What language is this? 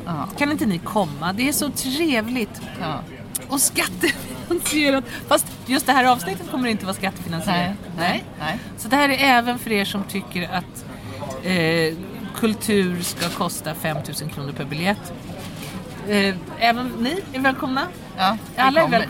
Swedish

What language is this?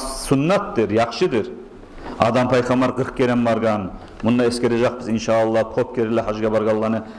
Kumyk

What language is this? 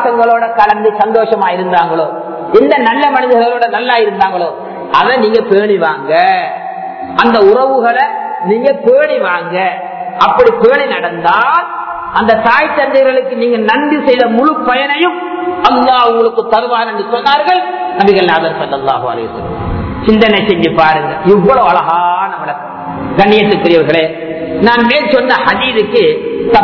Tamil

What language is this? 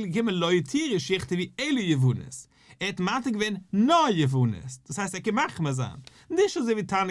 Yiddish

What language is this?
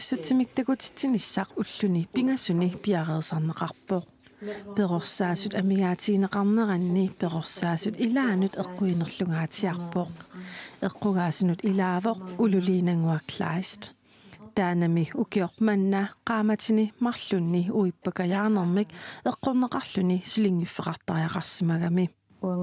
Kalaallisut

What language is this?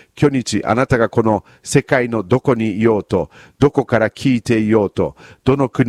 Japanese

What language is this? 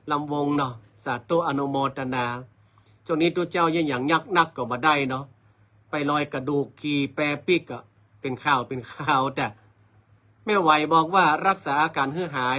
Northern Thai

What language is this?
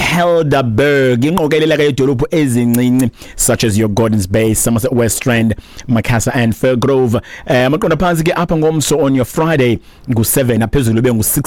Xhosa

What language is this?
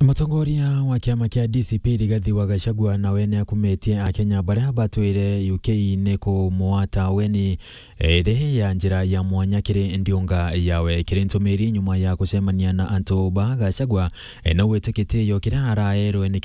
Meru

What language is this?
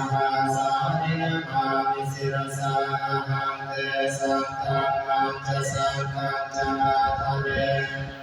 Pali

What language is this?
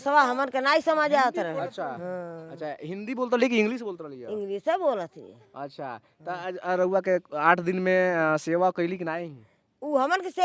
Bhojpuri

